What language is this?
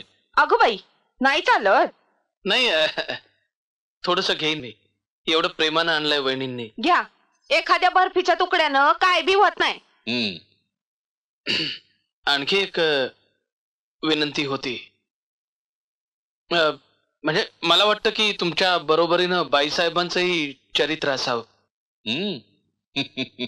Marathi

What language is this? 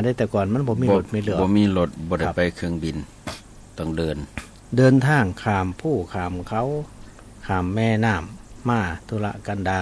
Northeastern Thai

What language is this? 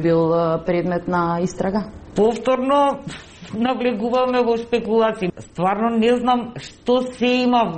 Macedonian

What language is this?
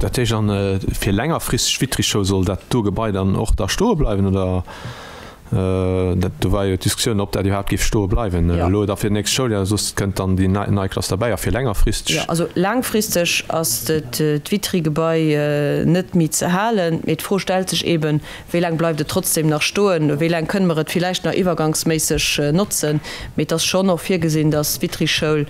Luxembourgish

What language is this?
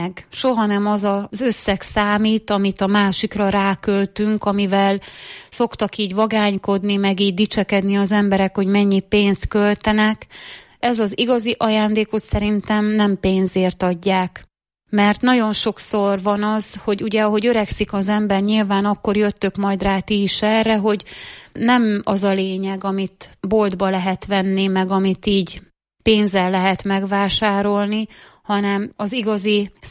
Hungarian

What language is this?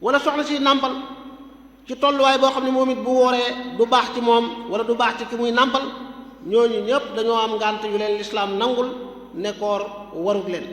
Wolof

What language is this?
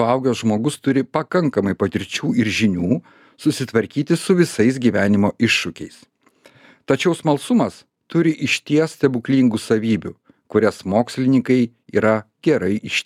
Lithuanian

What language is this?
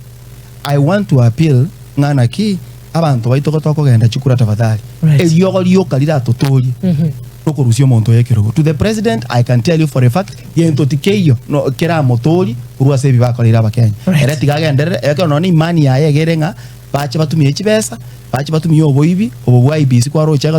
Gusii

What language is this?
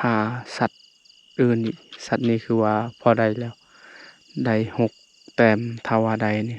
Lao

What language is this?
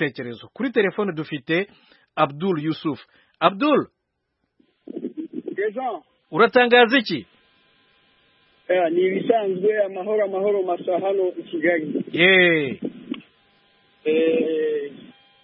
Kinyarwanda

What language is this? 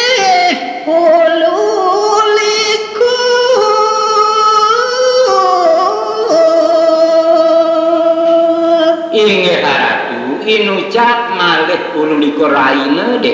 Balinese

